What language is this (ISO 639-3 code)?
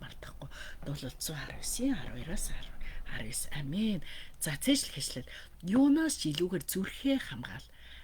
mon